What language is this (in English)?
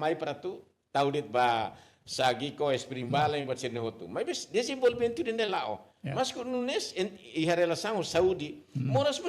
Tetum